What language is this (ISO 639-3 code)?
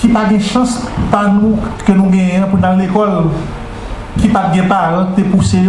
hat